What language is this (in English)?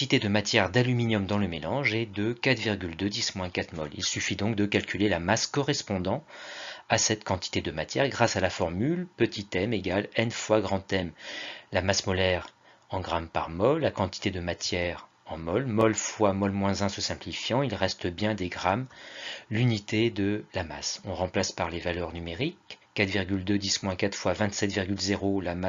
French